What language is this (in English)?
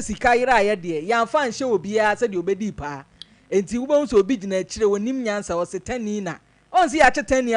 Akan